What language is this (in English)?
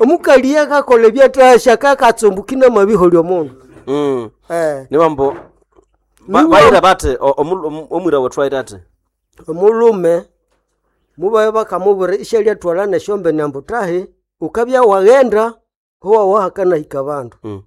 Nande